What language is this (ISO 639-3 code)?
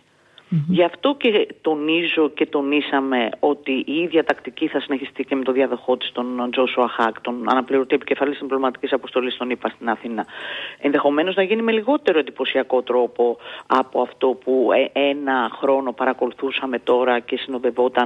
ell